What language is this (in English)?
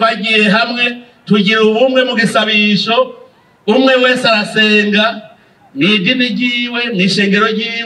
Rundi